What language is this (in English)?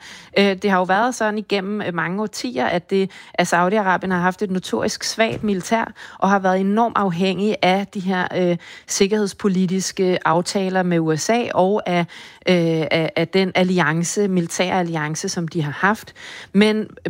Danish